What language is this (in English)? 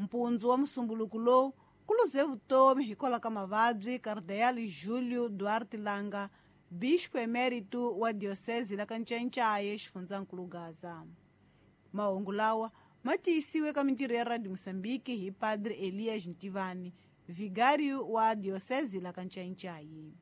Tsonga